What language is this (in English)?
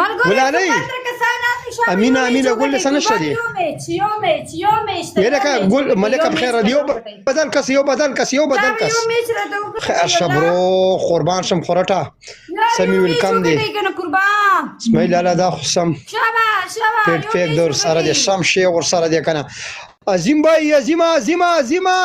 Pashto